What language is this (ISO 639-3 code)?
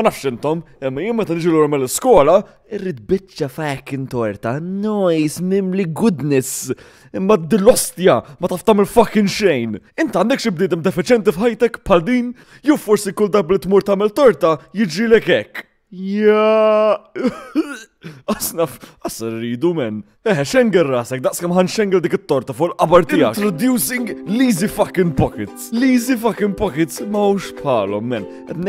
mlt